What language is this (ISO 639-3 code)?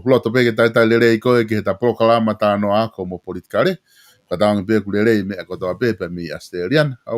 ton